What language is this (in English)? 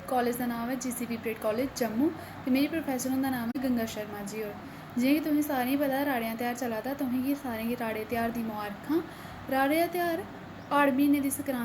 Dogri